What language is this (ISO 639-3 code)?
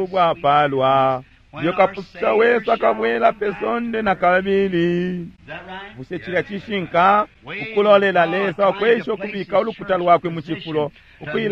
bem